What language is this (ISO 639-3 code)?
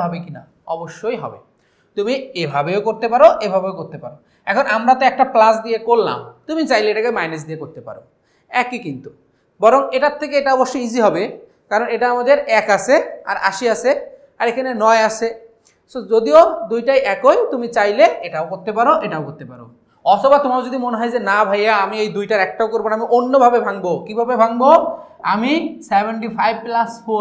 ben